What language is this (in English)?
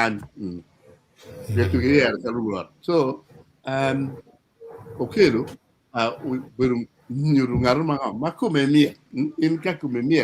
Acoli